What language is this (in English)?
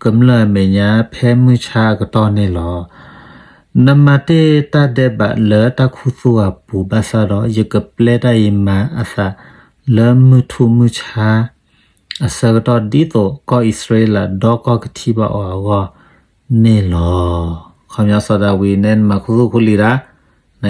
S'gaw Karen